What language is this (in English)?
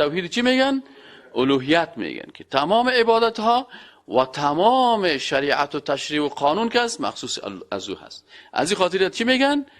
Persian